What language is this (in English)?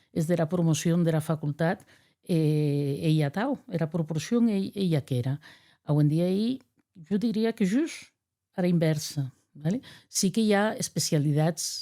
Occitan